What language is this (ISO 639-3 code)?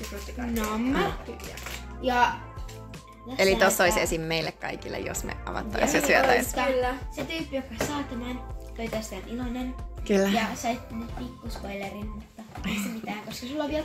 fin